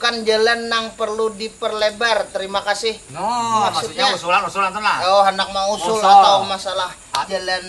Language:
Banjar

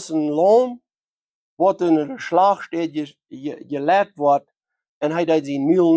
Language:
Plautdietsch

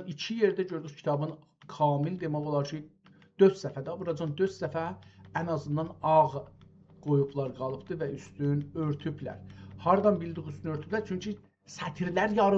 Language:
South Azerbaijani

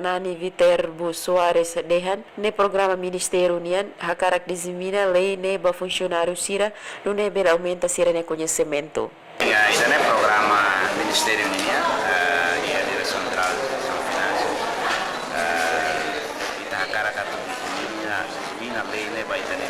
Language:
Tetum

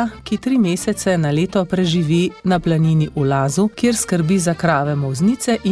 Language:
Slovenian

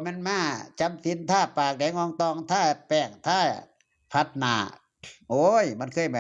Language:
Northeastern Thai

